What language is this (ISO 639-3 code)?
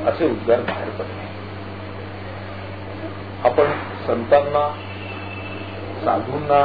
mar